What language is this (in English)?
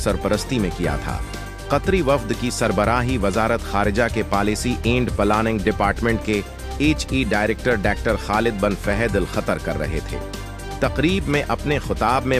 Urdu